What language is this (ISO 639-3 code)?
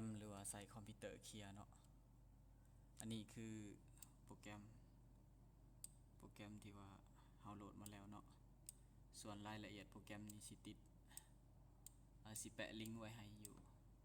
lao